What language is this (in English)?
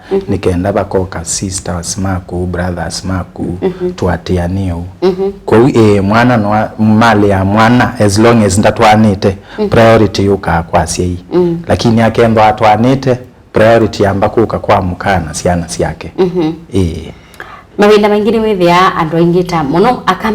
Kamba